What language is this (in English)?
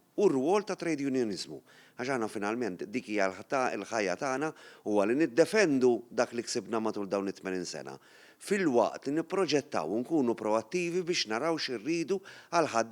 Maltese